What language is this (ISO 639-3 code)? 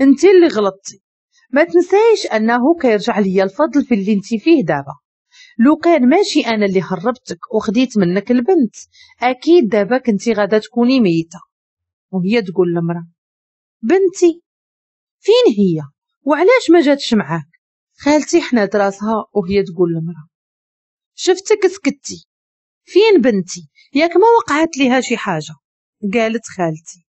ary